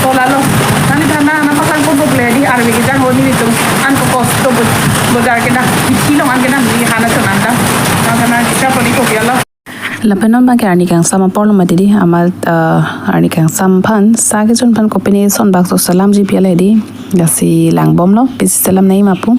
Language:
Karbi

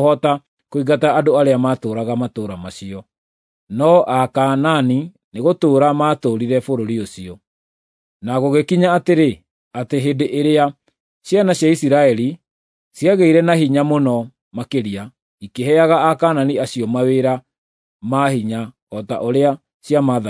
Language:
Kikuyu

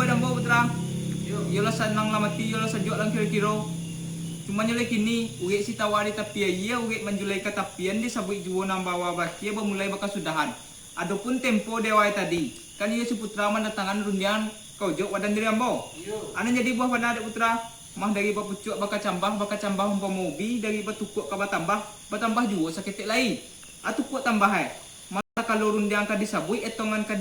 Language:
Minangkabau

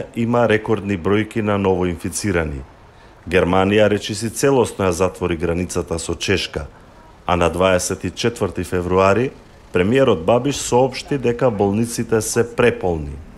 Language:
Macedonian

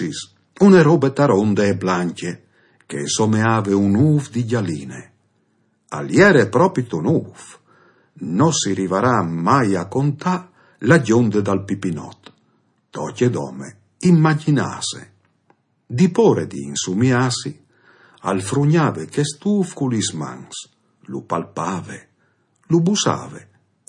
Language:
Friulian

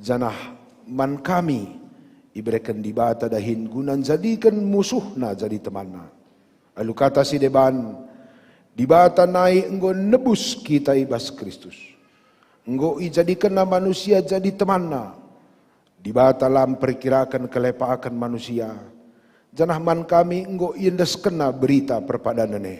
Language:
Batak Karo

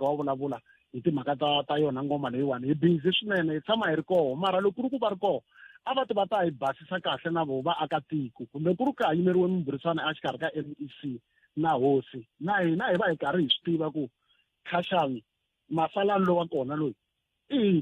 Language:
Tsonga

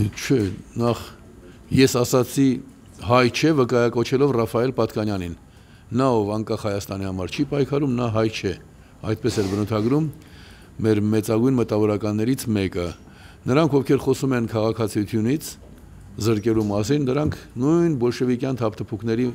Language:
Armenian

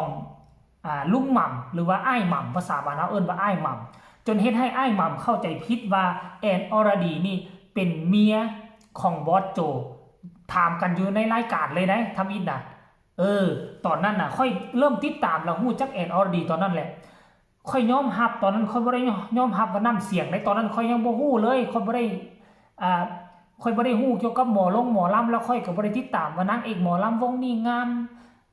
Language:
Northeastern Thai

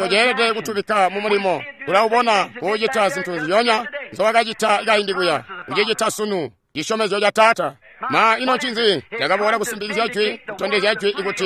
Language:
Tonga (Zambia)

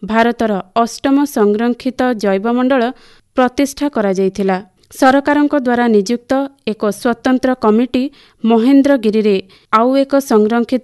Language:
Odia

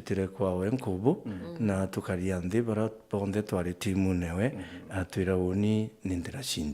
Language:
Meru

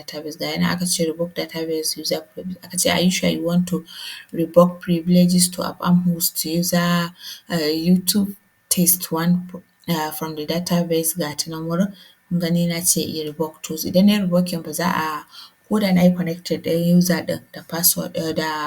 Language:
Hausa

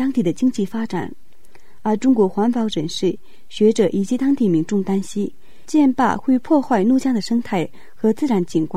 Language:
Chinese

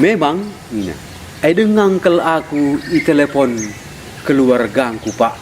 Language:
Batak Karo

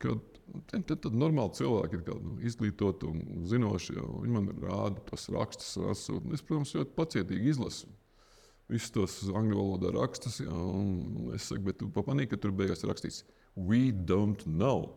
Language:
Latvian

